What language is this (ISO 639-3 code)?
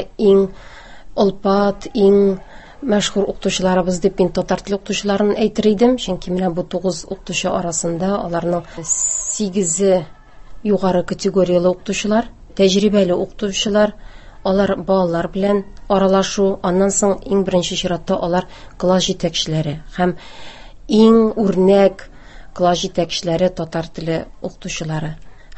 tat